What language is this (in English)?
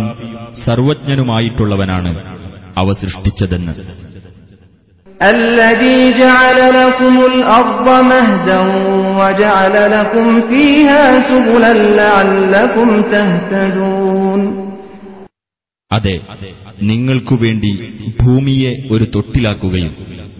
Malayalam